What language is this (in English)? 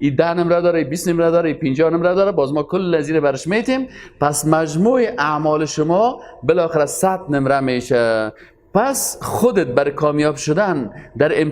Persian